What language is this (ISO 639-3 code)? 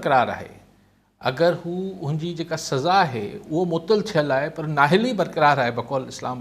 snd